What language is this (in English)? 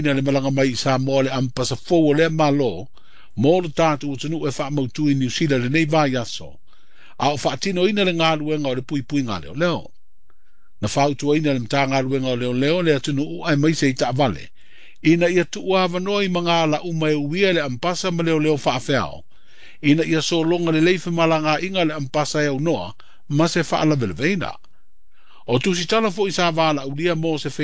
Samoan